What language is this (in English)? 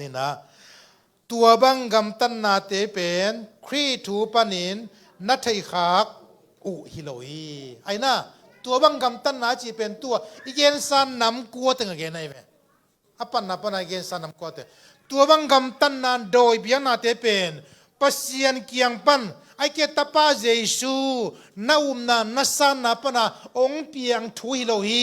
Tedim Chin